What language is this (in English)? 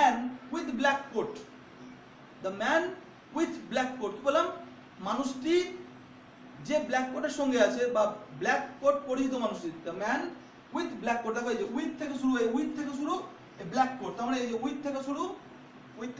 Bangla